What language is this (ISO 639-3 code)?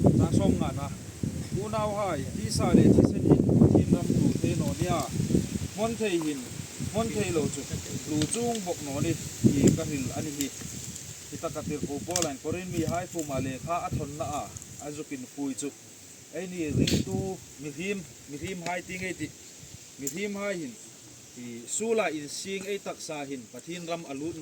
hmr